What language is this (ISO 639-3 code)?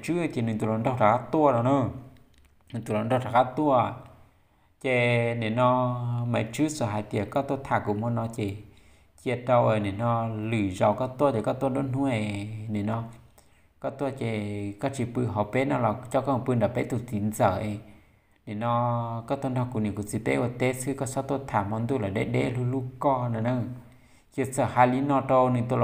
hmn